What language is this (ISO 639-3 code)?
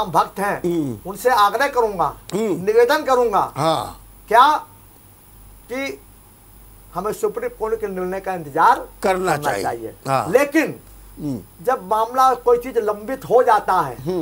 hin